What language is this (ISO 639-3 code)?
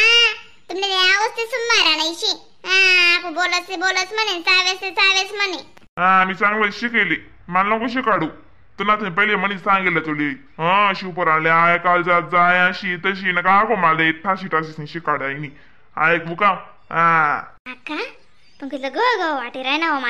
khn